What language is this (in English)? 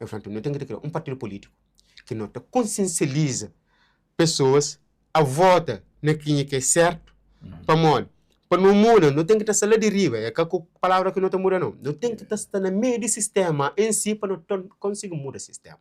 Kabuverdianu